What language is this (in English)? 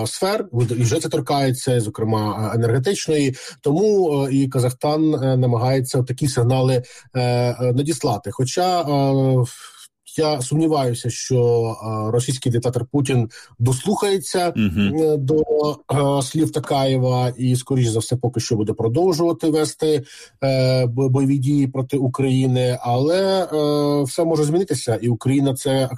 Ukrainian